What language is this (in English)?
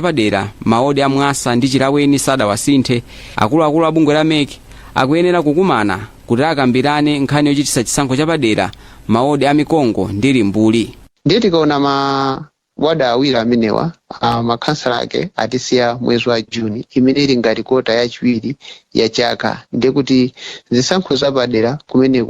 Nyanja